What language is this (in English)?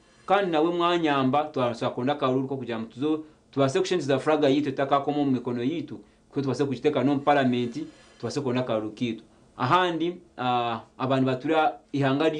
Nyankole